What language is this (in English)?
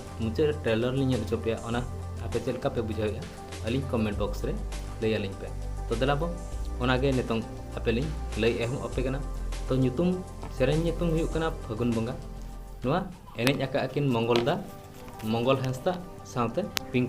Santali